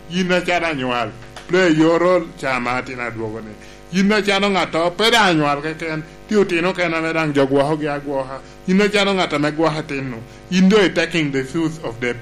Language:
Lango (Uganda)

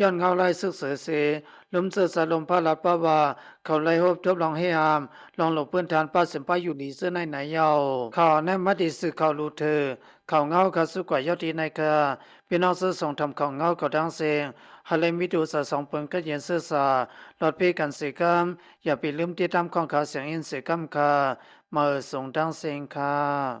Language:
Lao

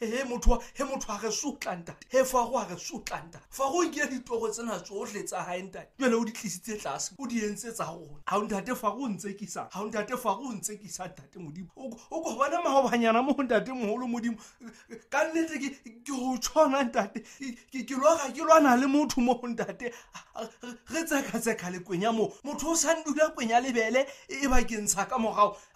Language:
Southern Sotho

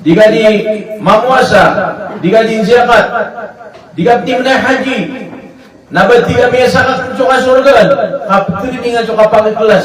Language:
Maranao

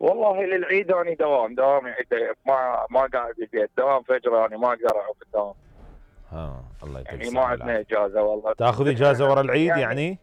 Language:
Mesopotamian Arabic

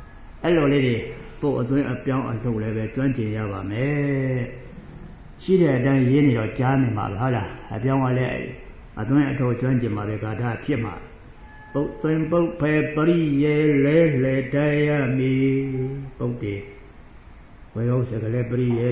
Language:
Burmese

